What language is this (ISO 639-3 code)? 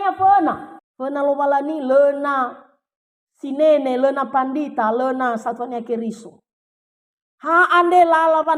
nia